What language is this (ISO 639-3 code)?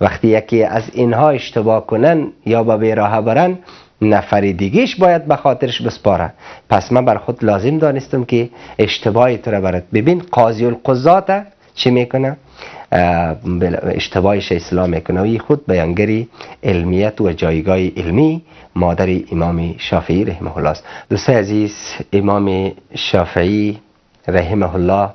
fas